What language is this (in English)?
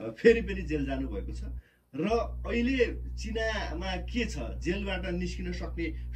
Nepali